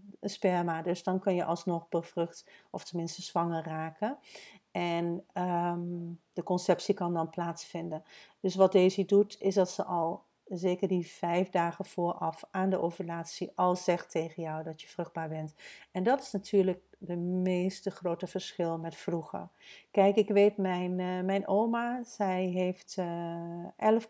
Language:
Dutch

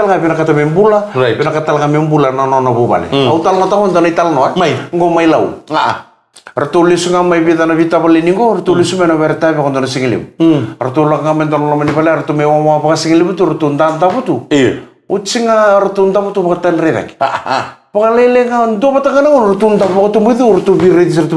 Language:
Fijian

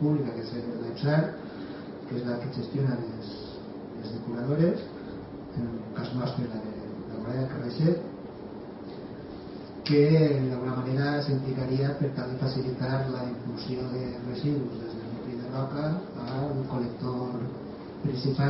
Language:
Catalan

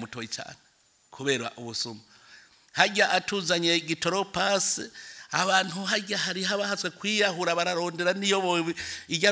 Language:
Rundi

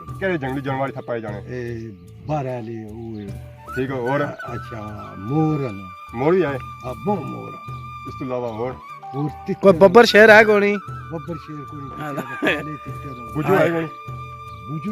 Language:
Pahari-Potwari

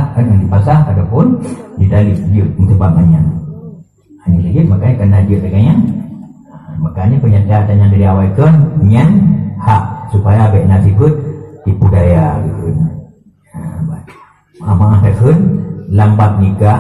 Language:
Achinese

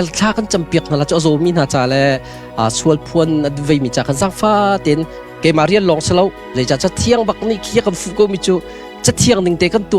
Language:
Hakha Chin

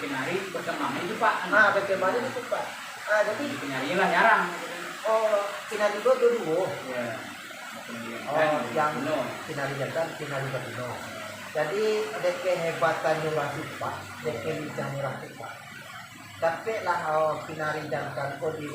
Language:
Minangkabau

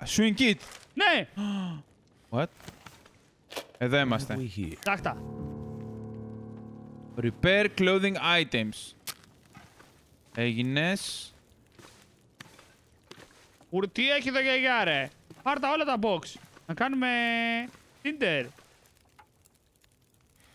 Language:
Greek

